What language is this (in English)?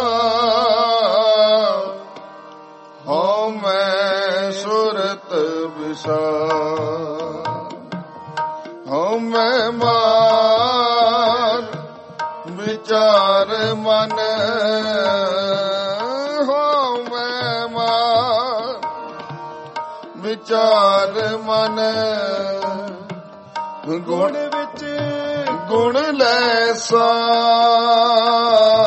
Punjabi